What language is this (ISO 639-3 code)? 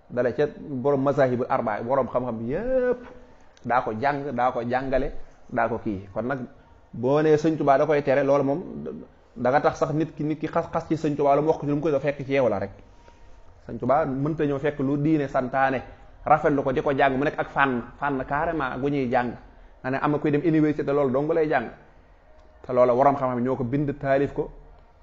wol